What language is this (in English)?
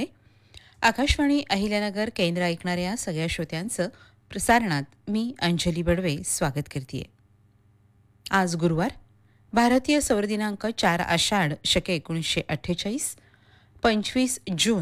Marathi